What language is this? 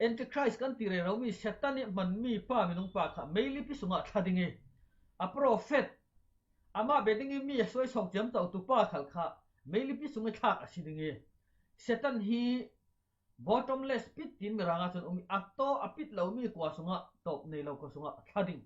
Falam Chin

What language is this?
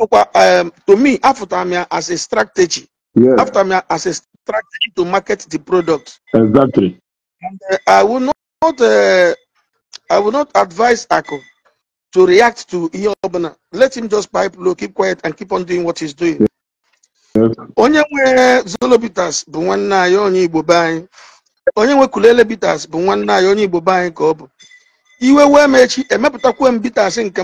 Igbo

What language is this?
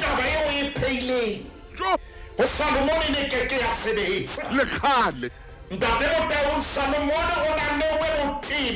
Southern Sotho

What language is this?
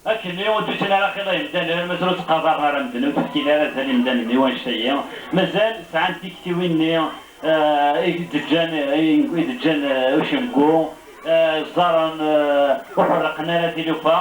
Kabyle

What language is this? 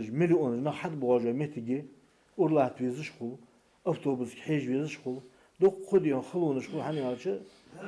Ingush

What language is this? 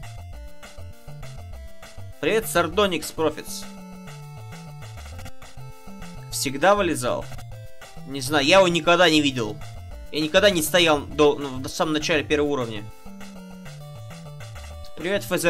Russian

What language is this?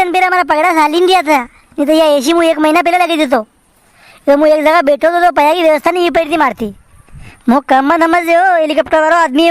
Rajasthani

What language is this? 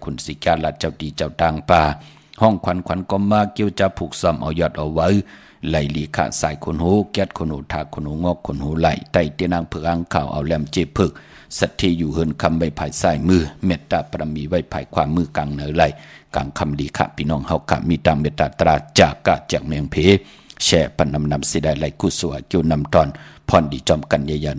Shan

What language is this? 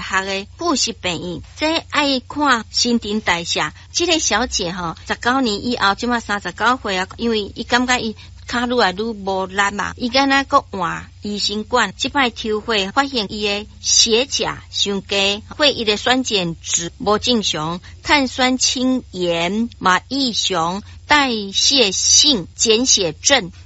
Min Nan Chinese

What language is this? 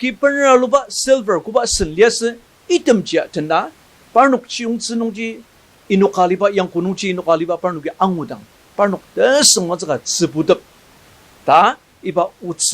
Ao Naga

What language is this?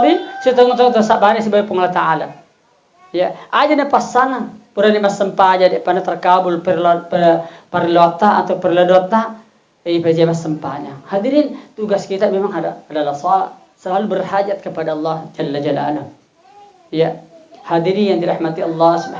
Buginese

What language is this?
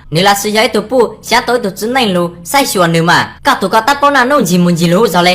Hmong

